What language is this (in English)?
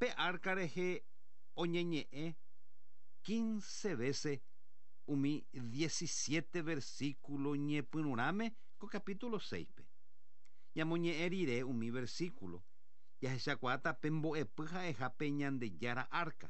Guarani